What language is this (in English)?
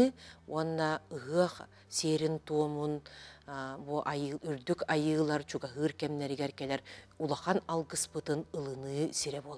Yakut